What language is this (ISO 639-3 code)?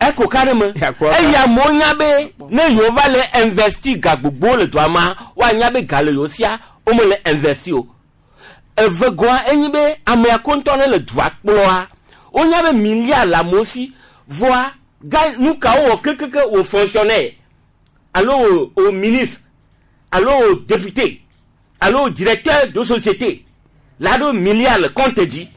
gej